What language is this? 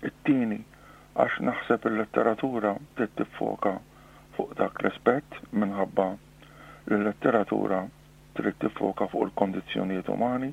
Maltese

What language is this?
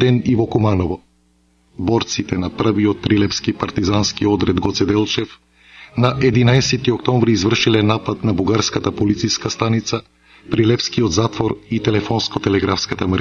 Macedonian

